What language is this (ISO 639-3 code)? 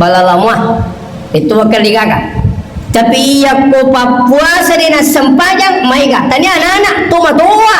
bug